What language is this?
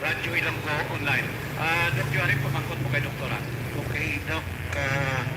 Hiligaynon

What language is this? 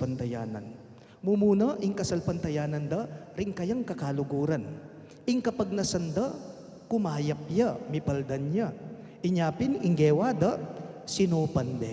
Pampanga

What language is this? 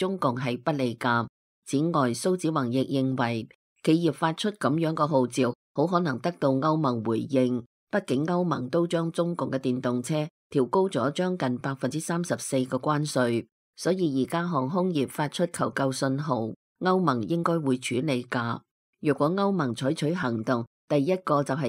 Cantonese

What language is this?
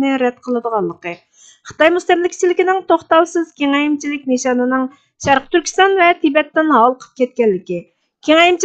Uyghur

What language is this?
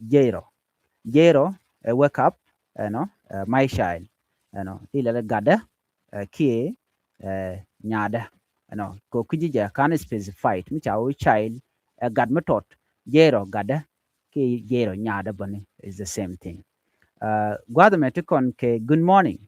Nuer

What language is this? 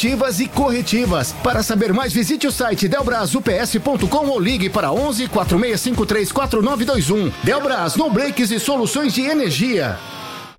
Portuguese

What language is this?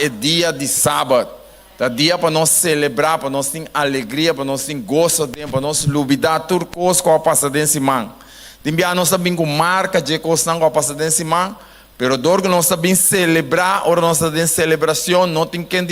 Papiamento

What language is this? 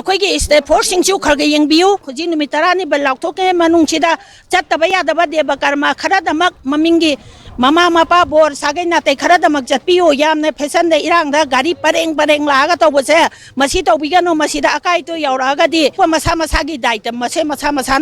Manipuri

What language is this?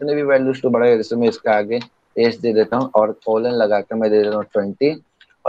Hindi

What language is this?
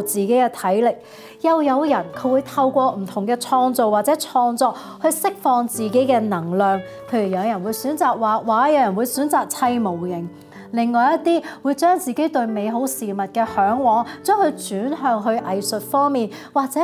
Cantonese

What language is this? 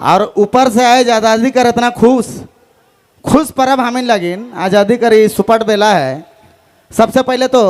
Sadri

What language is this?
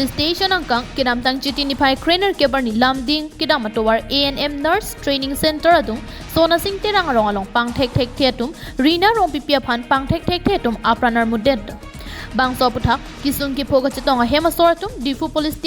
Karbi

